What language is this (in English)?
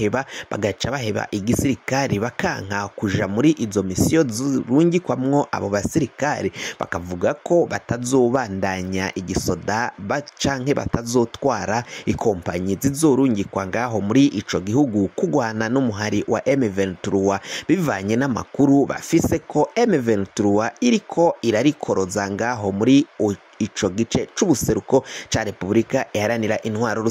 Rundi